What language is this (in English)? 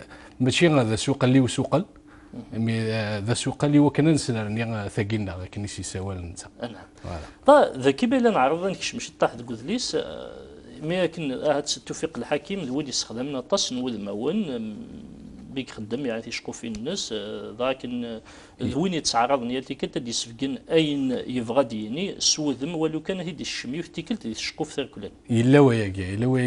Kabyle